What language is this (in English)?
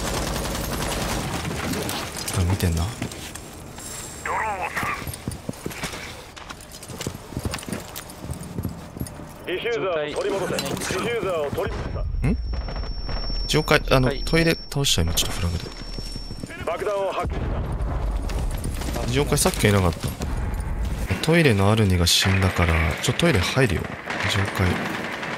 Japanese